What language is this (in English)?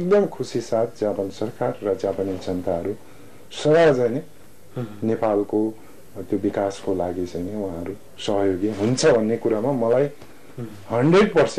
Nepali